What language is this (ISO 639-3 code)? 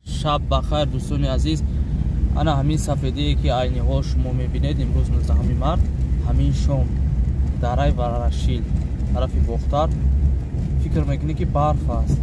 tgk